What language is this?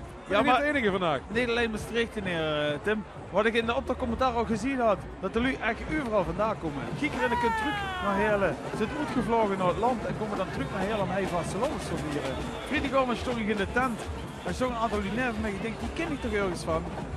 Limburgish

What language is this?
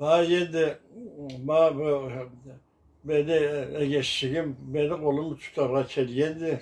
Karachay-Balkar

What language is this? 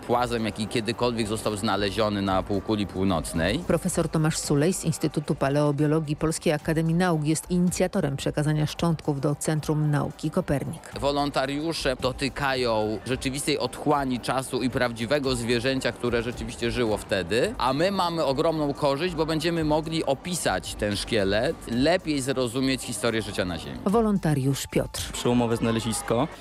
Polish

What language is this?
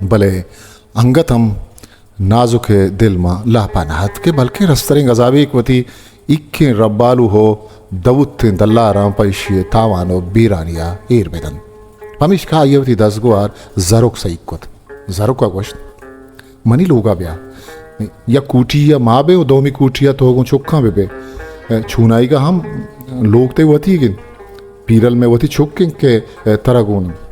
Baluchi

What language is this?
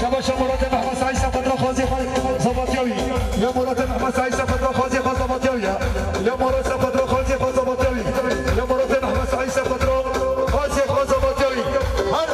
Kurdish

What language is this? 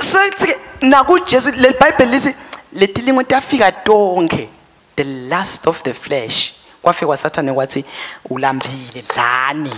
Swati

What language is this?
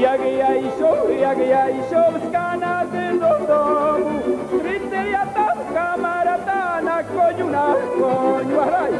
Rusyn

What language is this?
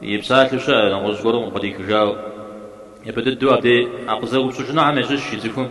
Kabardian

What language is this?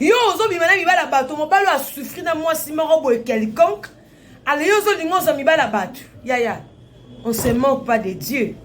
Lingala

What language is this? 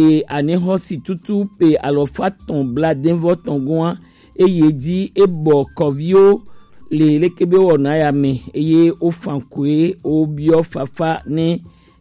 Gen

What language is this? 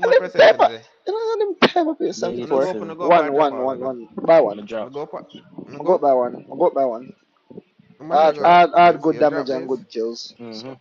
Jamaican Creole English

